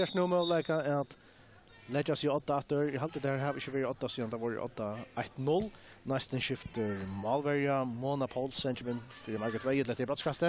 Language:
Faroese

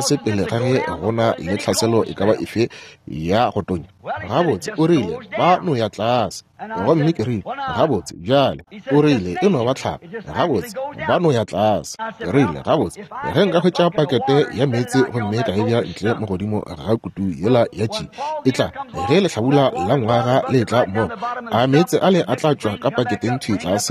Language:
Northern Sotho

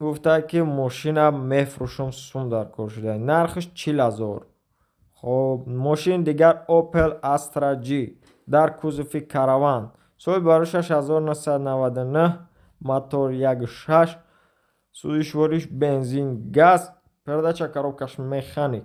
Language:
Tajik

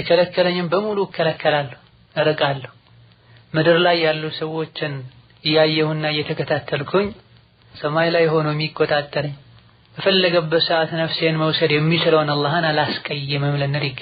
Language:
Amharic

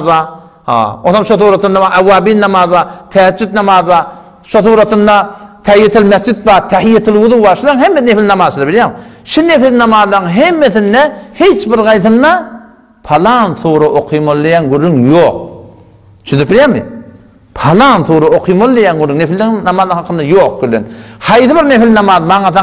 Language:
Turkmen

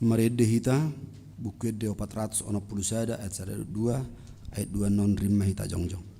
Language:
Batak Toba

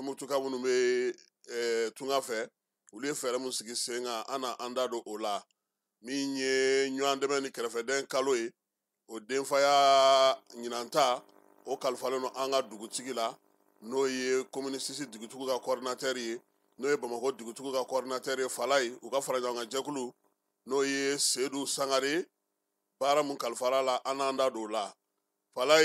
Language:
Bambara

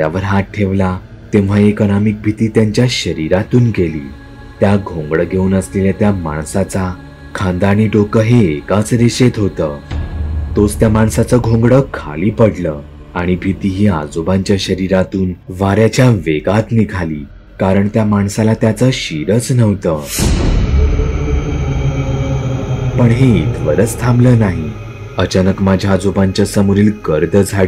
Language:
Marathi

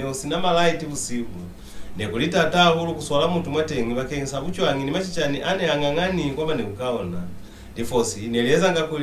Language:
Lozi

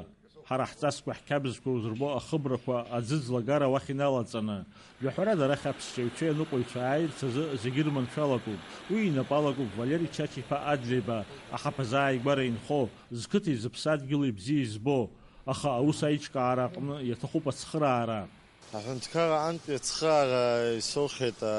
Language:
Abkhazian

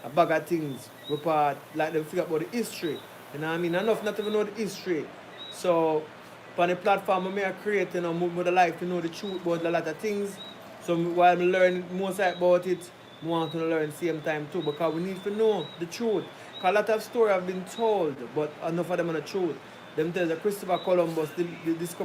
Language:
Jamaican Creole English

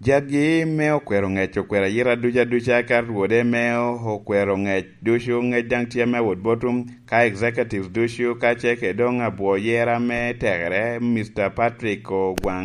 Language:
Lango (Uganda)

